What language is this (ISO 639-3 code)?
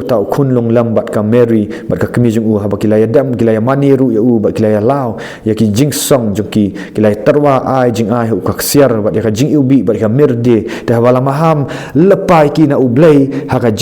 kha